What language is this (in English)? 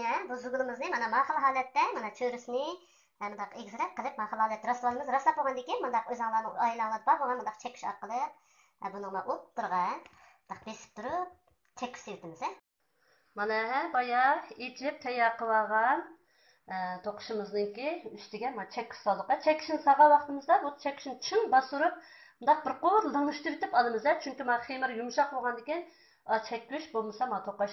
Uyghur